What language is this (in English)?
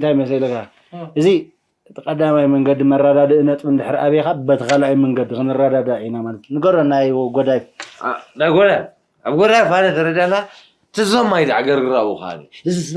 Tigrinya